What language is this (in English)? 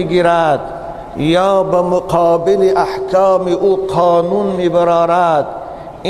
Tajik